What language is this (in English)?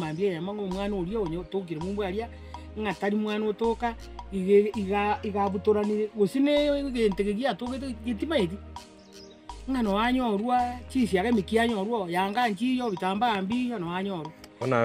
Gusii